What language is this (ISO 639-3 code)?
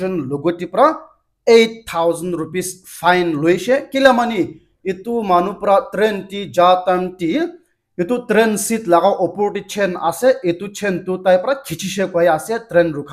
nag